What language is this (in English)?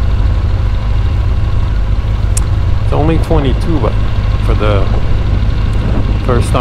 English